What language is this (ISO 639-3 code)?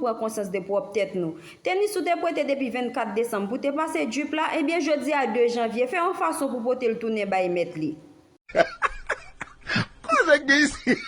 hat